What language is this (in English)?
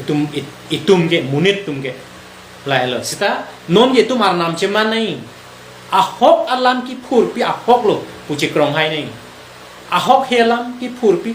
Karbi